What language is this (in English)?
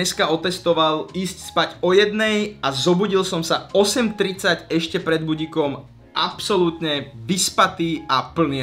Slovak